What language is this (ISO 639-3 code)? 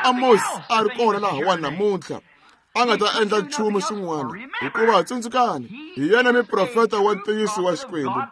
tso